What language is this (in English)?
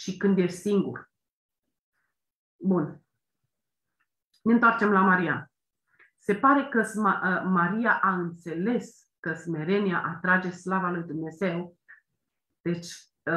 Romanian